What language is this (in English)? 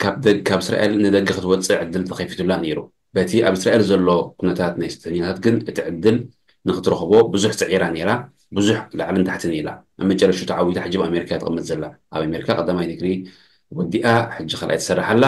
Tigrinya